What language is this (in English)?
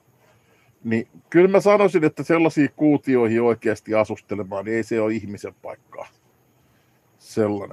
Finnish